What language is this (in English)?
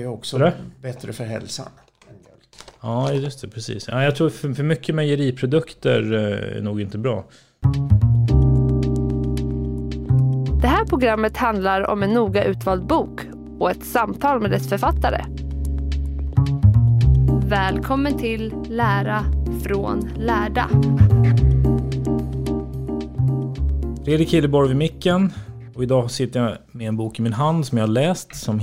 Swedish